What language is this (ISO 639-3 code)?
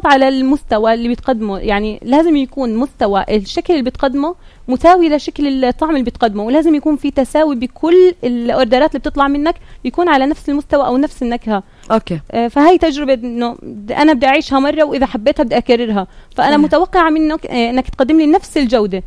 apc